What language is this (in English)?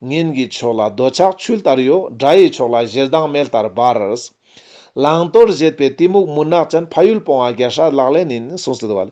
Ladakhi